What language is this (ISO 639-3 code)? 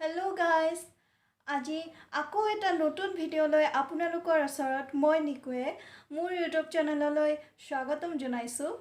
asm